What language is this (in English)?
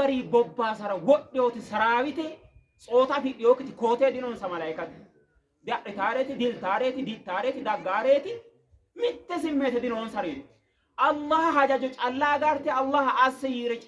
Sidamo